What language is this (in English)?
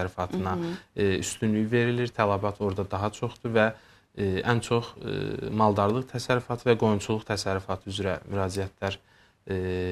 Azerbaijani